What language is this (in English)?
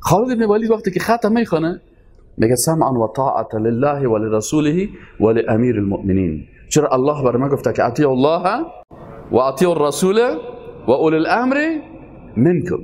Persian